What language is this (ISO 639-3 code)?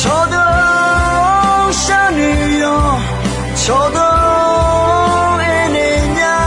ahk